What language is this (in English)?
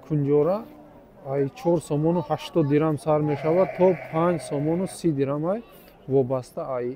Tajik